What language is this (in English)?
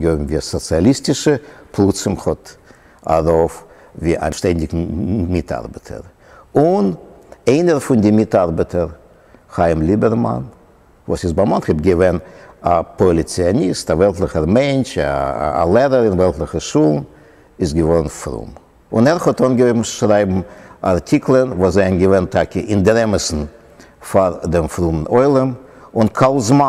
Yiddish